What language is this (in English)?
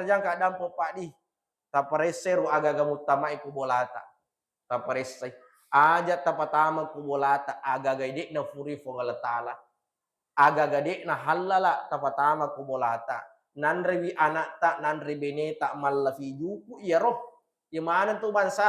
Buginese